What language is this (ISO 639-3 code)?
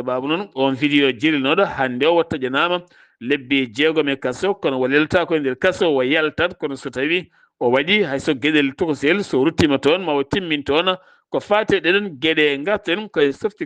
ful